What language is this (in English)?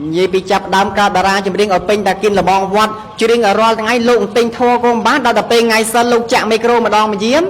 Khmer